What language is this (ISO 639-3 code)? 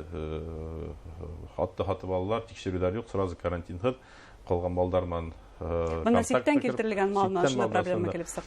bak